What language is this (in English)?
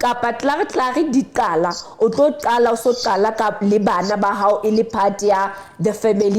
Southern Sotho